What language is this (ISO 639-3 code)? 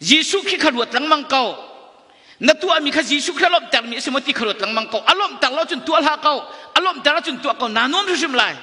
cnh